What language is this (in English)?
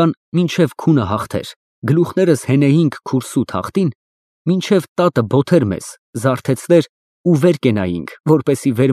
Armenian